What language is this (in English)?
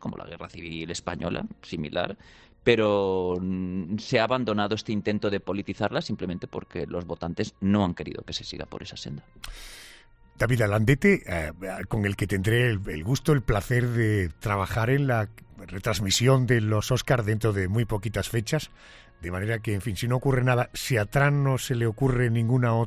Spanish